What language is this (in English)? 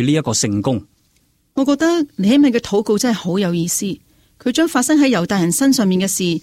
Cantonese